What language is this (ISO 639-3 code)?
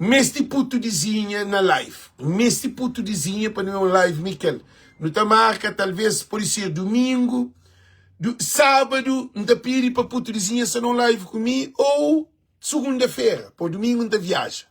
kea